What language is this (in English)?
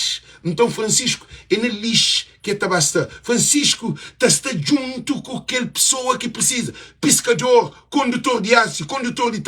Kabuverdianu